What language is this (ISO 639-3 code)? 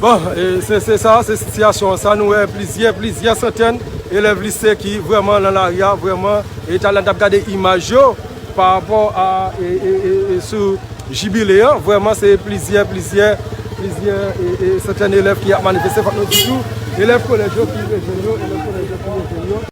hat